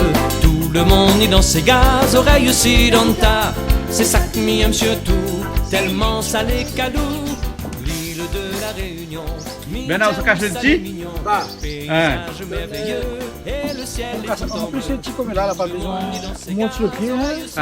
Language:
Réunion Creole French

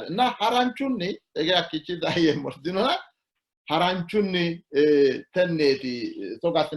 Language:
Sidamo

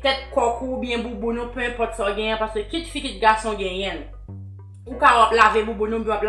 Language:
Haitian Creole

